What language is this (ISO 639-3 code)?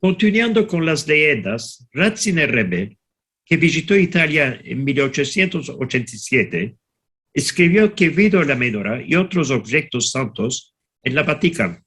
lad